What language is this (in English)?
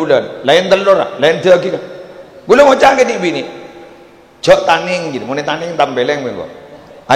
Madurese